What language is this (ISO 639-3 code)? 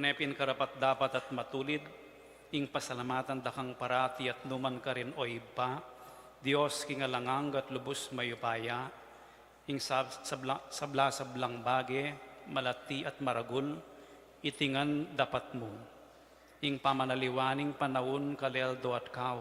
pam